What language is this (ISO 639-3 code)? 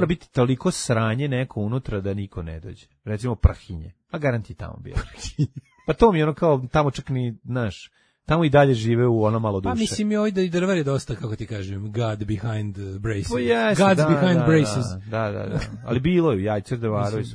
srp